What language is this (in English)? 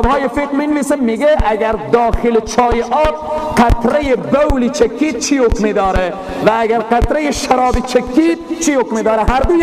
Persian